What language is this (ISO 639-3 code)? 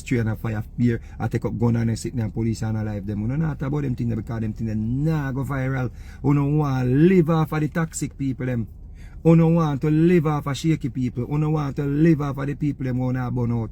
jam